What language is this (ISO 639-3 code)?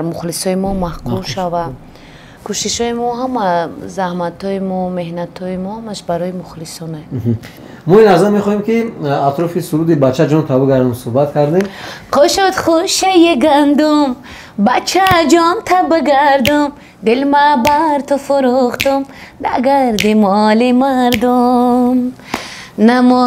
tgk